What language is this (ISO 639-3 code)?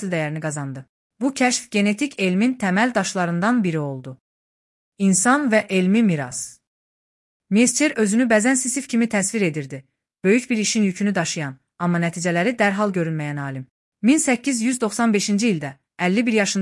aze